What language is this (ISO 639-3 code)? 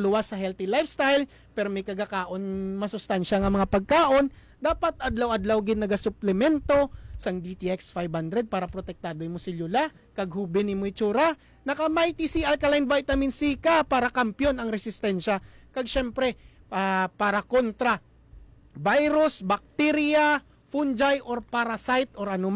hil